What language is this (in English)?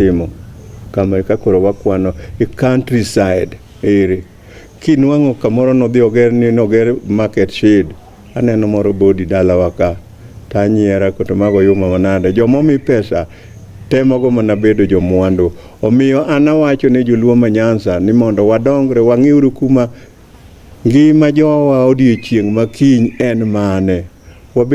Luo (Kenya and Tanzania)